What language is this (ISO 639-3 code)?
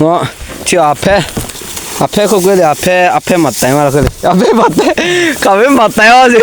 lhu